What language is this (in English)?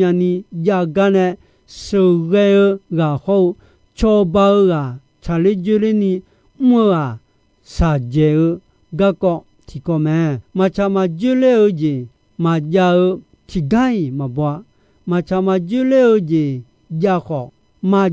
Akha